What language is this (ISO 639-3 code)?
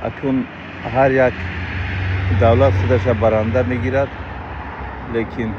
tgk